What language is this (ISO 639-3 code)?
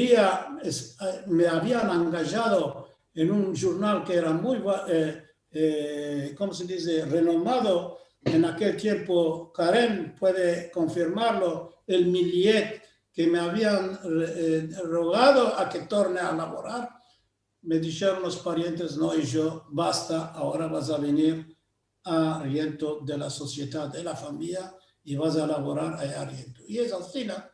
lad